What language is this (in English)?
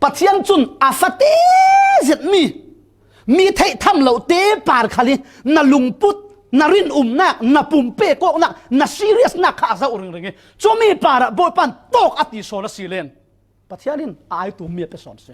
Falam Chin